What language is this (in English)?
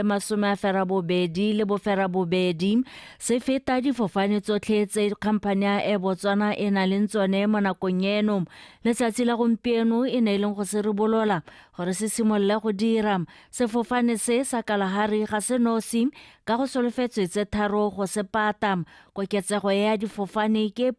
Tswana